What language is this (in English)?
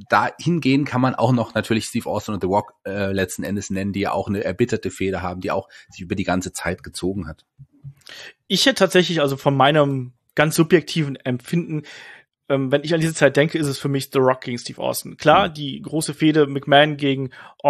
German